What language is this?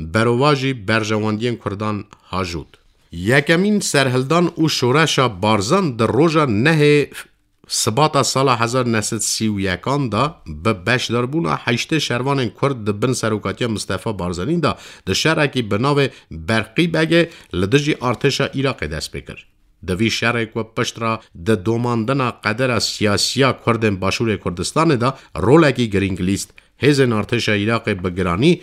Kurdish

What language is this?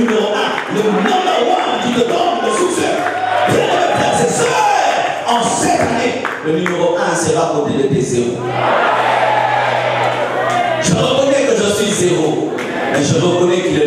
French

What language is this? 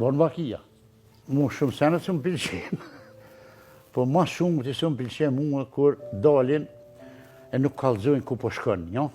Albanian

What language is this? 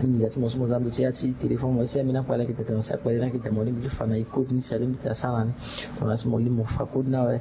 Sango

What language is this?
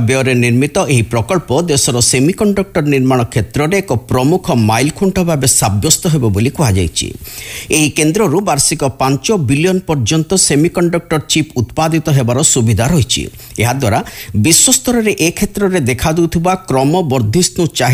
Odia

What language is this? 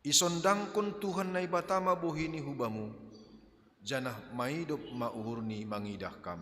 Batak Simalungun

